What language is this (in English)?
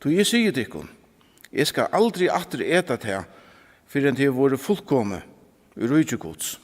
Faroese